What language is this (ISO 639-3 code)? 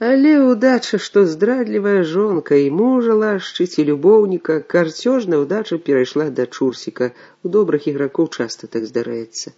bel